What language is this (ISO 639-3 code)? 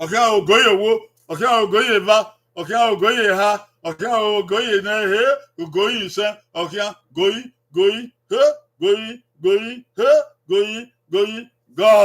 bin